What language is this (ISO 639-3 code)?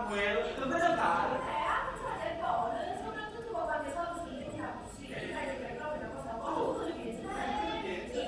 nap